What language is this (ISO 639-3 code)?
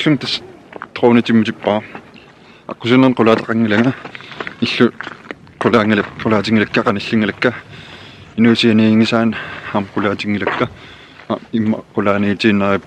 kal